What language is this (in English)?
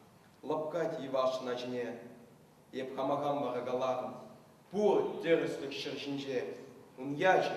Chuvash